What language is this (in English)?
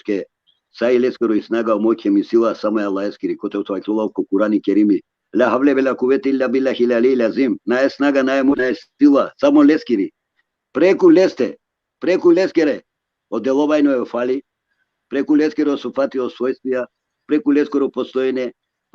Balkan Romani